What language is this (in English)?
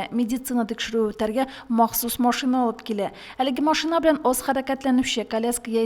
Tatar